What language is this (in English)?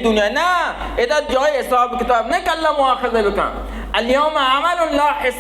Baluchi